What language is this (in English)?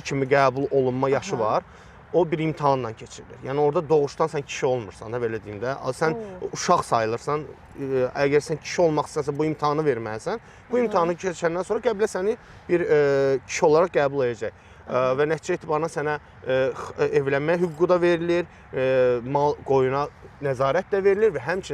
Azerbaijani